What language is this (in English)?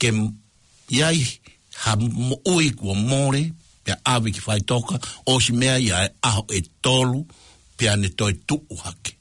Tongan